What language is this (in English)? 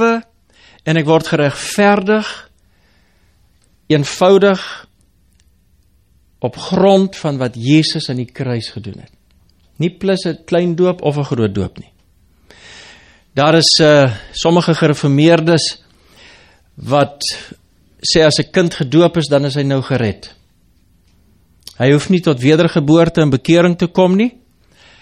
Afrikaans